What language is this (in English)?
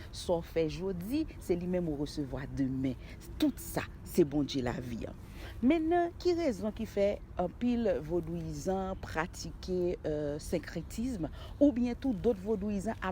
Haitian Creole